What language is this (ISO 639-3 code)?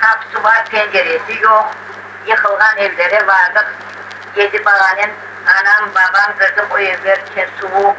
crh